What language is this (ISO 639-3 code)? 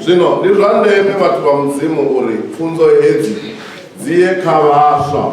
ven